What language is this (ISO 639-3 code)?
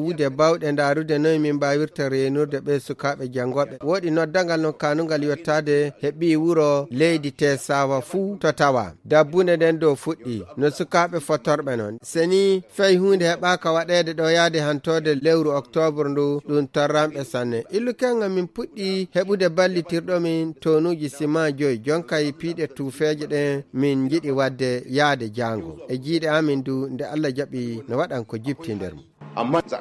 fuv